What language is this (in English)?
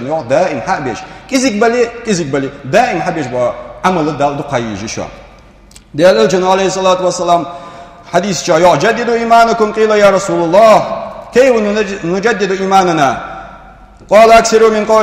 Ingush